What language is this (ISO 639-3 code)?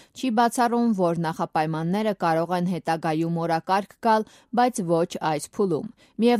hye